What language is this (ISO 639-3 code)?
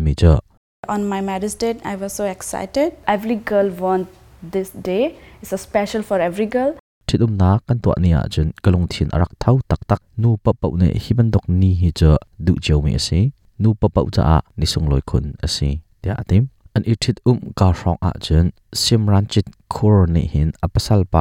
cnh